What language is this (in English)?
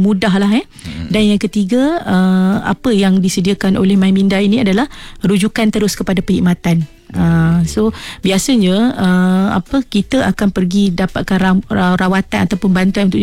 Malay